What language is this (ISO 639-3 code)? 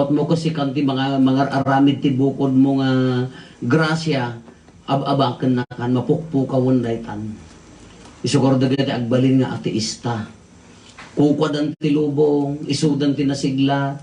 ilo